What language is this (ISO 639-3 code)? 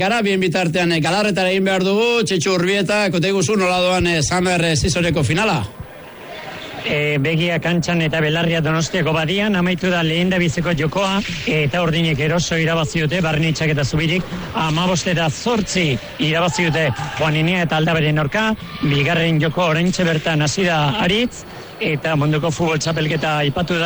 eus